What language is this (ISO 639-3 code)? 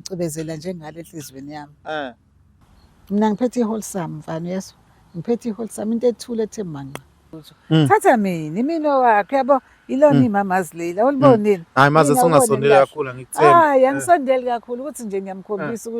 zul